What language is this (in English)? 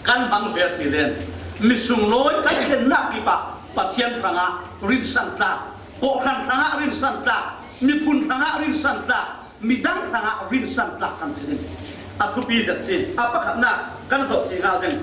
Falam Chin